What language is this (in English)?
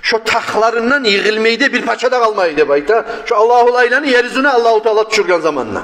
Kumyk